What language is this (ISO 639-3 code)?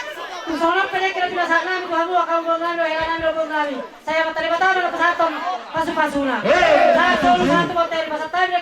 bbc